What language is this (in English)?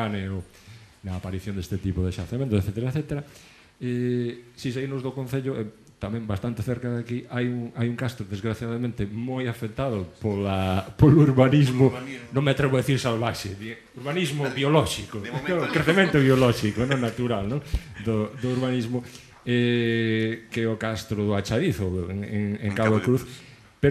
Galician